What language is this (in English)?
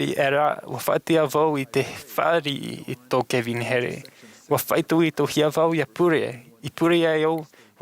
Tahitian